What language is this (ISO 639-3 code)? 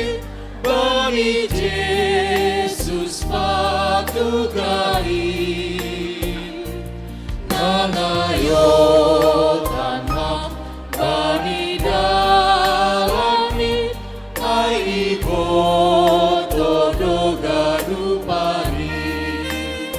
bts